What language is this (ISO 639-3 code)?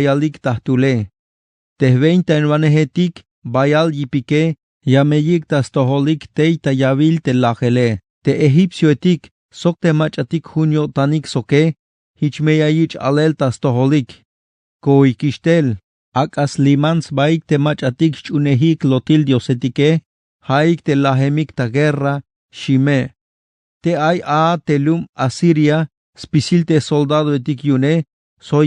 tzh